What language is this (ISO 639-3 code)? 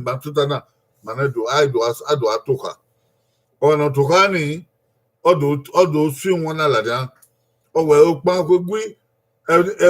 bin